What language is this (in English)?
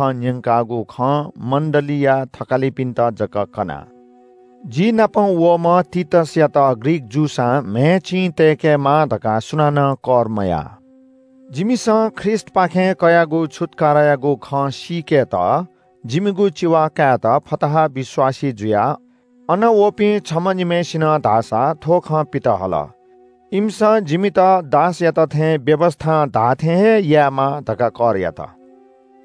Newari